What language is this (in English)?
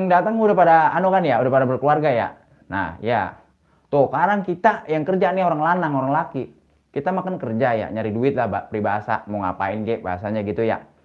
Betawi